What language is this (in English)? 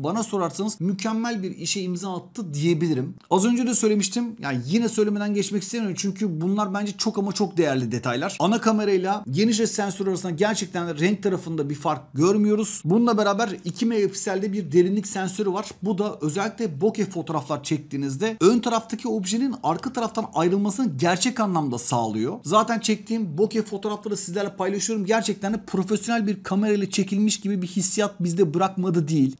Turkish